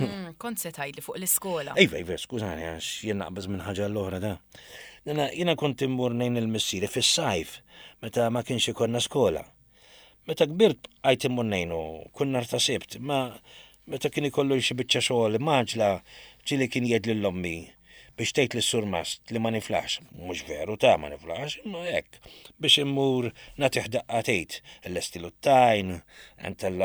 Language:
Maltese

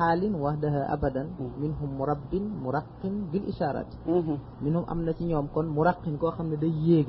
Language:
Wolof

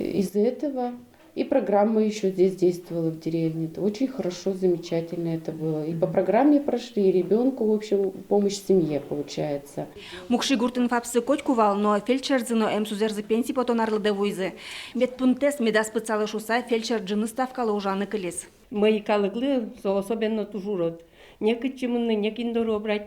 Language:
Udmurt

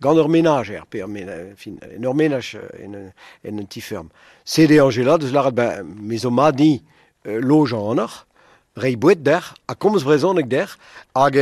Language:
Breton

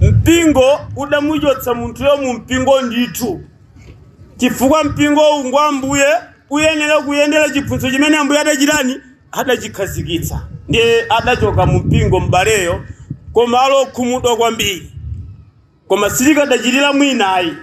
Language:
Nyanja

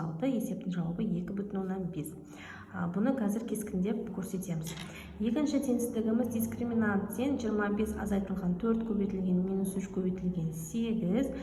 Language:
Kazakh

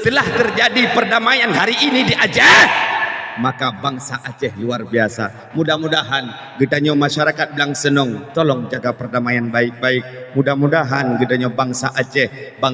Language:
Achinese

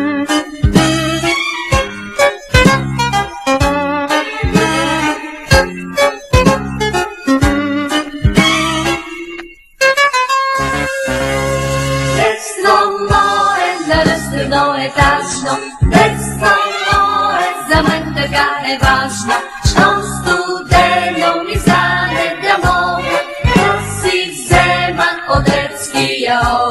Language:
Bulgarian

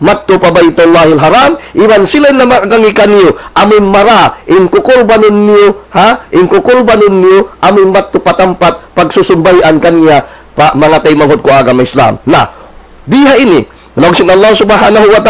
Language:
Tausug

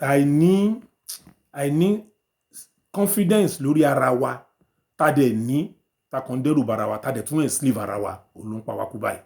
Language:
Yoruba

